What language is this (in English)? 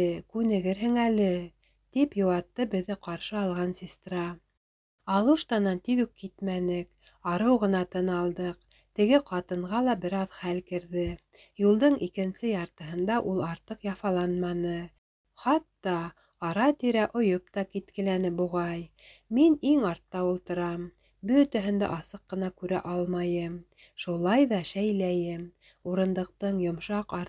Bashkir